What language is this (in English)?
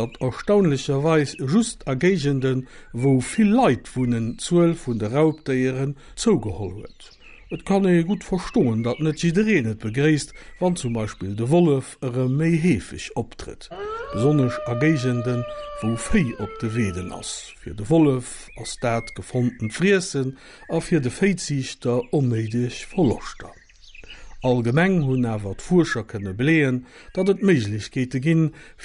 Luxembourgish